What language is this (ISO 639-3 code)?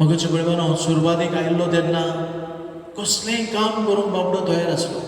kok